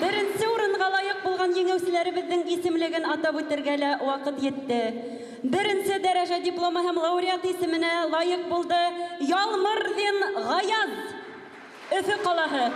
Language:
Bashkir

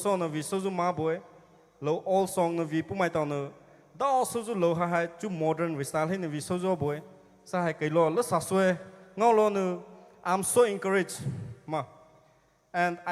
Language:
Poumei Naga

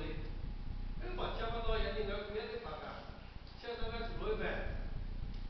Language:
Lahu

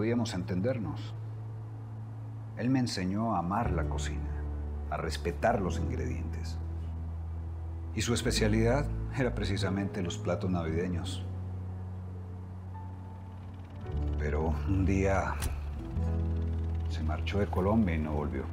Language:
Spanish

